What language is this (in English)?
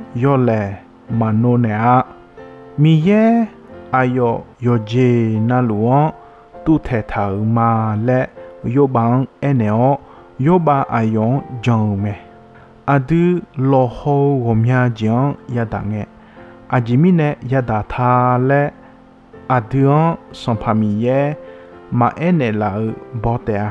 Akha